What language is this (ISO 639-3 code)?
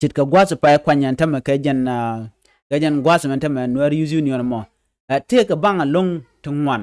nus